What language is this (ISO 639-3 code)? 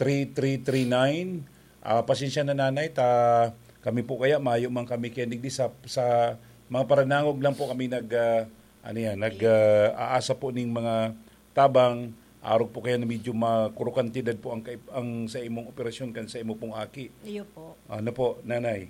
bik